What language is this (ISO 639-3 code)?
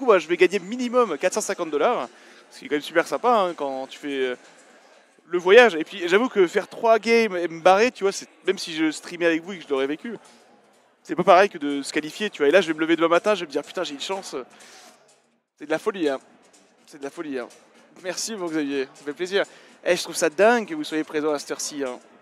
fra